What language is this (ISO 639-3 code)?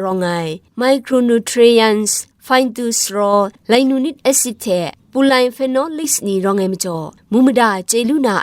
kac